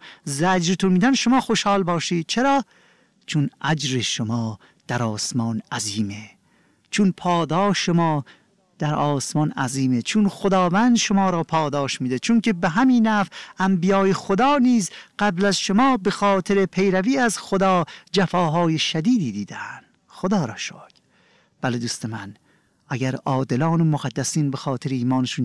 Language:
Persian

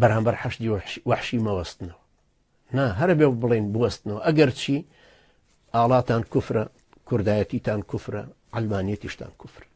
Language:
Central Kurdish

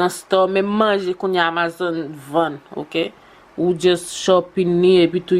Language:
Haitian Creole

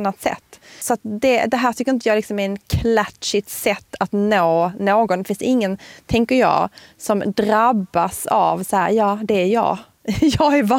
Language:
Swedish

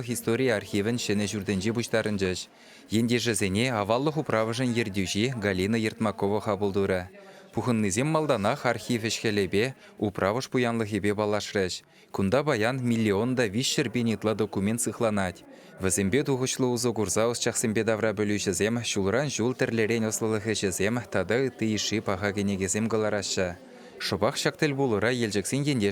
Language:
Chuvash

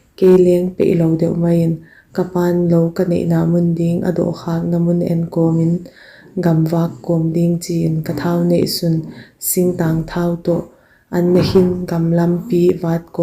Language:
Paite Chin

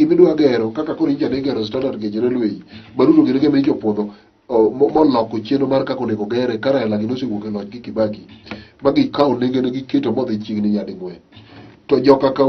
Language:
Luo (Kenya and Tanzania)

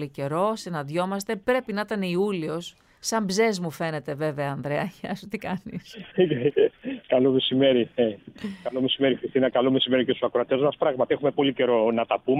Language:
Greek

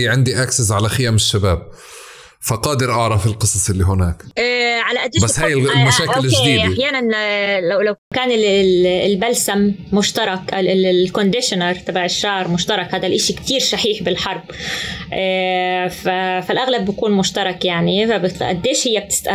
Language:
North Levantine Arabic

